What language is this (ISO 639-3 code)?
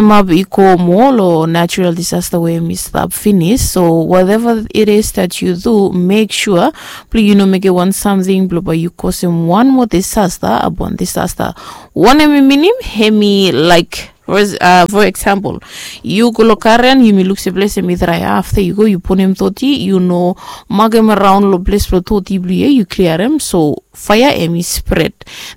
bis